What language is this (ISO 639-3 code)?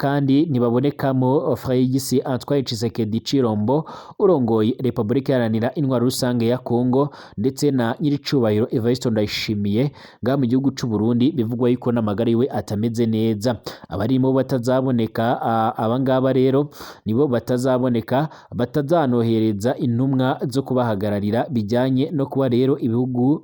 run